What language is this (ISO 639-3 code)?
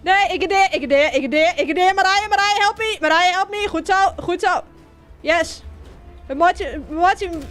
fry